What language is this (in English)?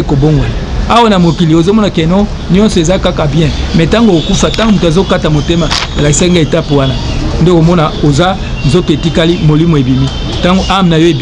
Lingala